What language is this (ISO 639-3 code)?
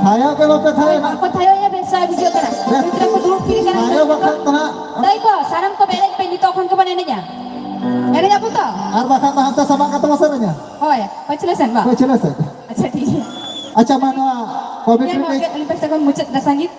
sat